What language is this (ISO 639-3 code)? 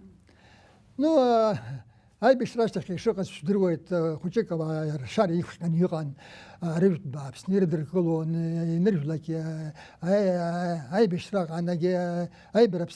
abk